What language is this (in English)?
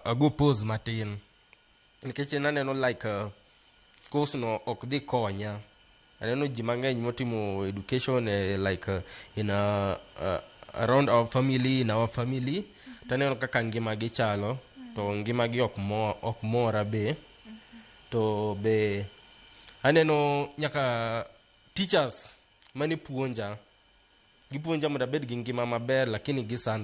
Luo (Kenya and Tanzania)